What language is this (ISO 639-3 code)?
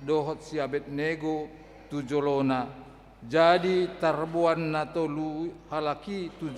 bbc